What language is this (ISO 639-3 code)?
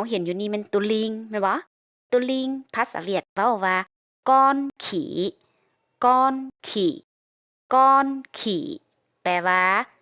lao